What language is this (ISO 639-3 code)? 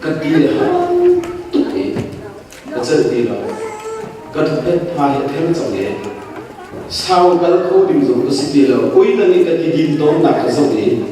cnh